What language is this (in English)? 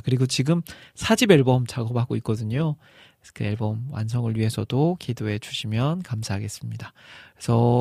Korean